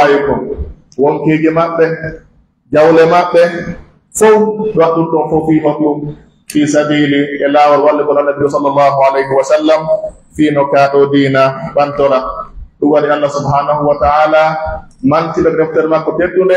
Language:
Pular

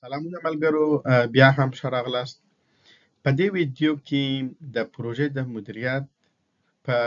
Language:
Pashto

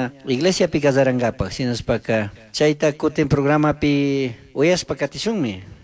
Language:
Chimborazo Highland Quichua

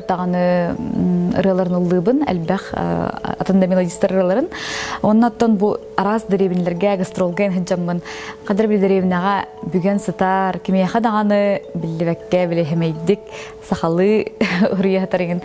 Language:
Yakut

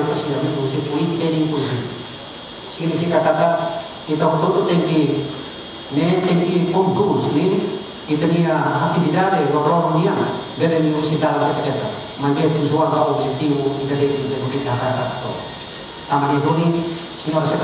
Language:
Tetum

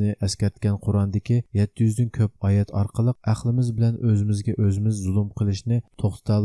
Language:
Uyghur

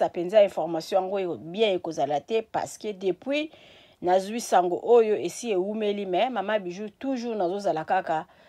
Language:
Lingala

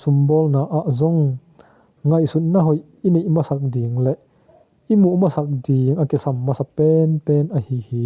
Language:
Tedim Chin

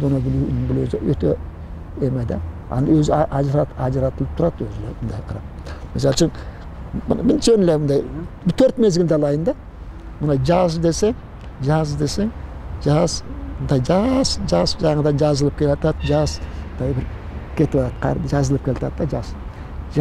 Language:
Kyrgyz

